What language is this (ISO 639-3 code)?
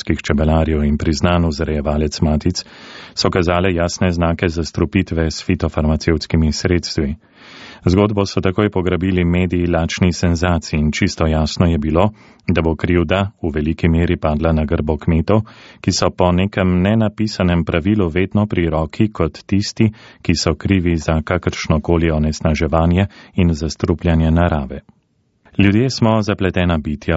slv